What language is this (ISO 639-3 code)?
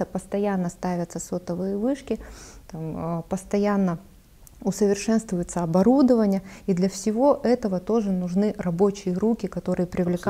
rus